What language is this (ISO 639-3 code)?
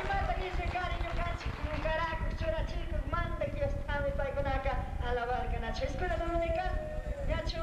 qug